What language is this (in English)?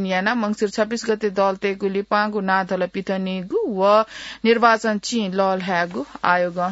Newari